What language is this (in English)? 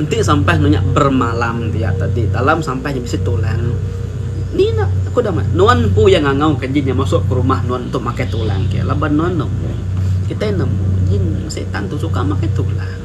Iban